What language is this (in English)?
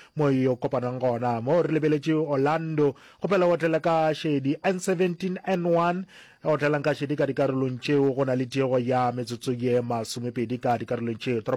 Northern Sotho